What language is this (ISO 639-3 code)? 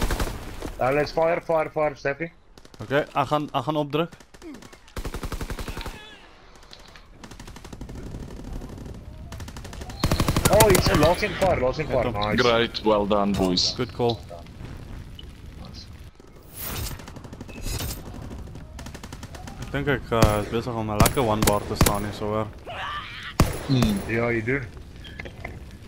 afr